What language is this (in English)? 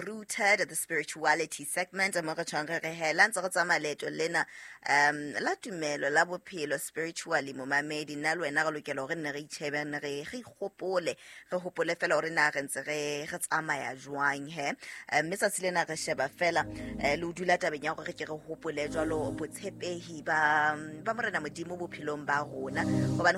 Southern Sotho